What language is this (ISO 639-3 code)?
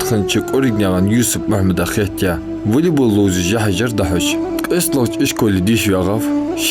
inh